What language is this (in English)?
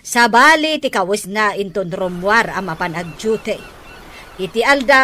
Iloko